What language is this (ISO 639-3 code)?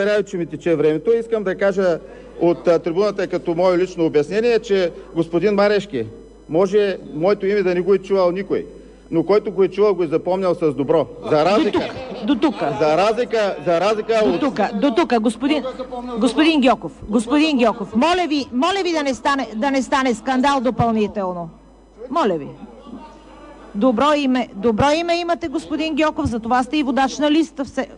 bul